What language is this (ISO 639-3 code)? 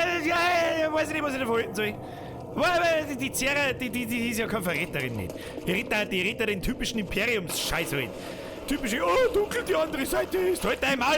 bar